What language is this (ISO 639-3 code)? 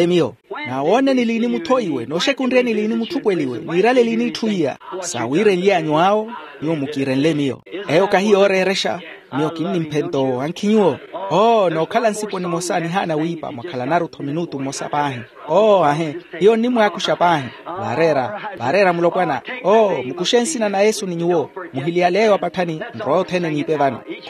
vmw